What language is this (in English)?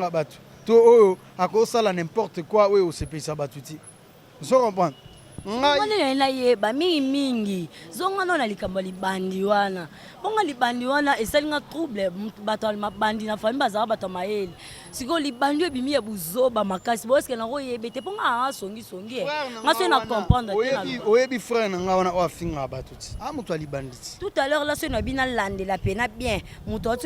Lingala